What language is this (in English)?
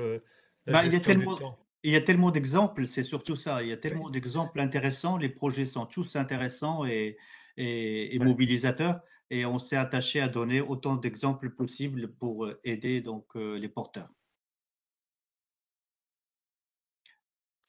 French